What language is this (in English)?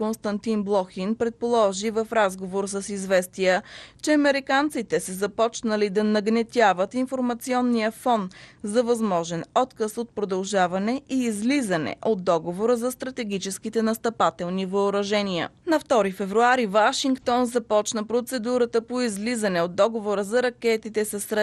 Bulgarian